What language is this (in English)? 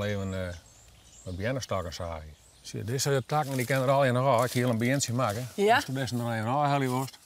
Western Frisian